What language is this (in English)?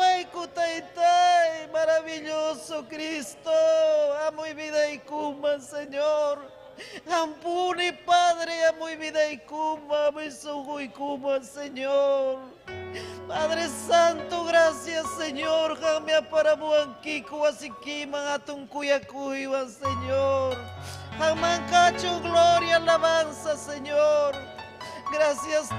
Ayacucho Quechua